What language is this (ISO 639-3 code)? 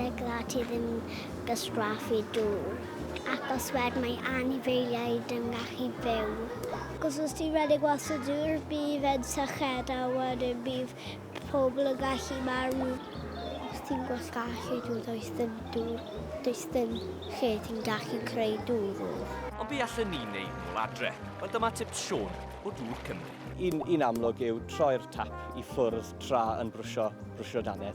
cym